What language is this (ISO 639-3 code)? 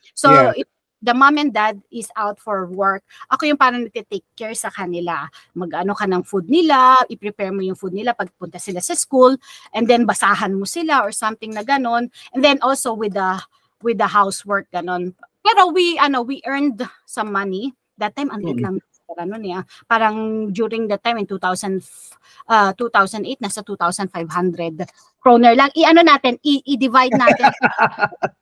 fil